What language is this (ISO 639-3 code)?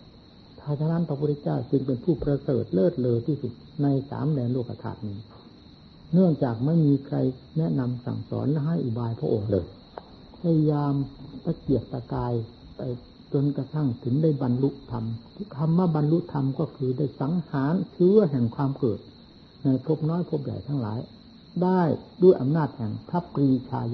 tha